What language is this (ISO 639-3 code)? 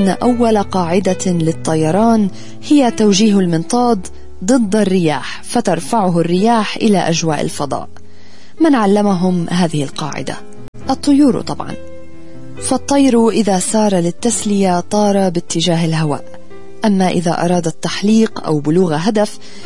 ara